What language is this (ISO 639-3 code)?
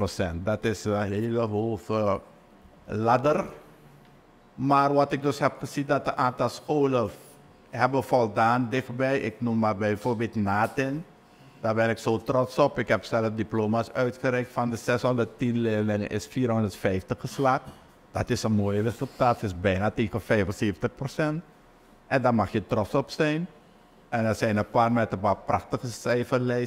nld